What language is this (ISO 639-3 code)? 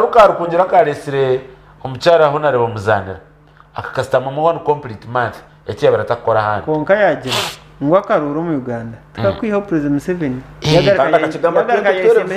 nyn